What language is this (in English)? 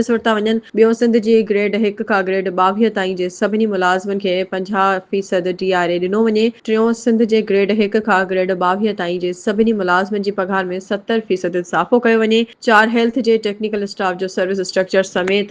Sindhi